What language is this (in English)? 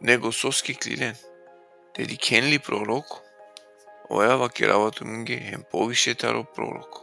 Balkan Romani